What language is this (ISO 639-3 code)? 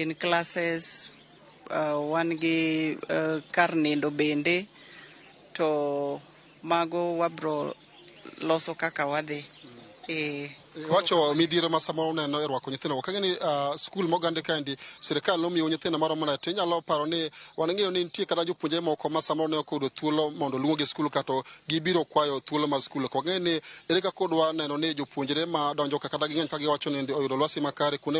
luo